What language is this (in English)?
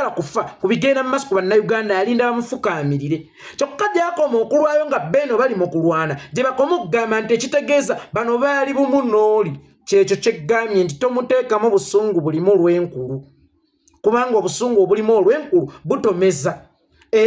Ganda